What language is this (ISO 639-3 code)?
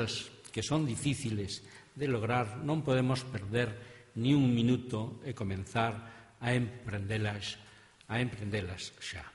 glg